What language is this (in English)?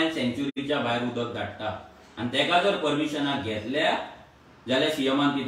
Konkani